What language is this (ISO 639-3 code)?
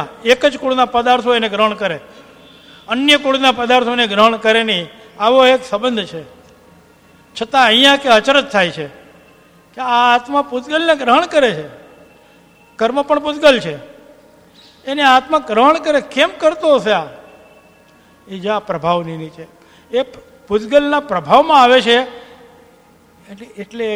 guj